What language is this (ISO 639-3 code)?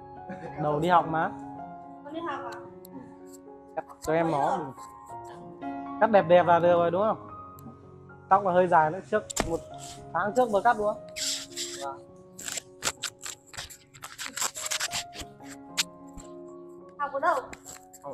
vie